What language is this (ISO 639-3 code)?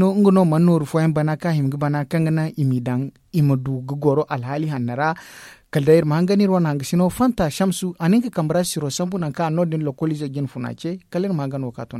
dje